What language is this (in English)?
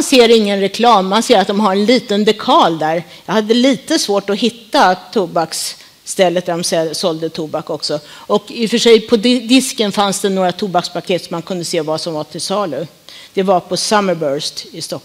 Swedish